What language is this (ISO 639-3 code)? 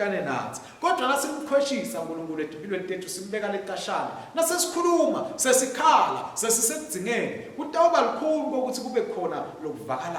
ssw